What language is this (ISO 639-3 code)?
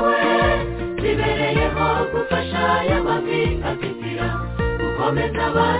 kin